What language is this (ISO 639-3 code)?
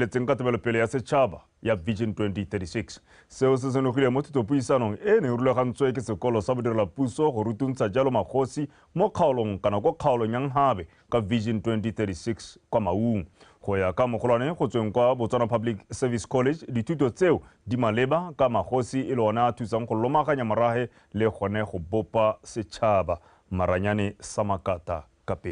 tsn